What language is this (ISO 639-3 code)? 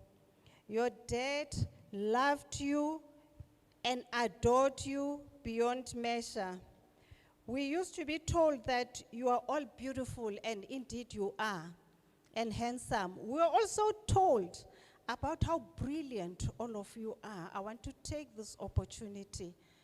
ven